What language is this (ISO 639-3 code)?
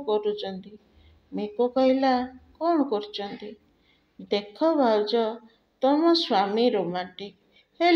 ori